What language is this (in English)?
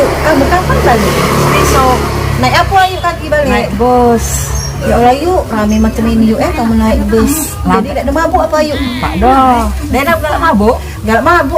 Musi